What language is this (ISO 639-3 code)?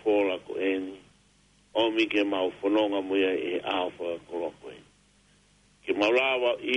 ton